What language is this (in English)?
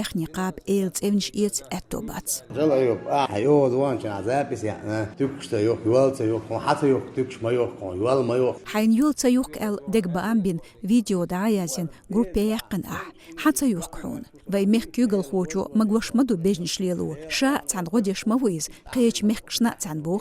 Chechen